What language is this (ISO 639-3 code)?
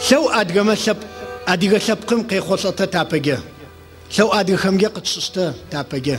ady